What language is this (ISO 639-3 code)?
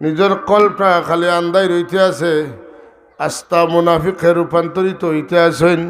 syl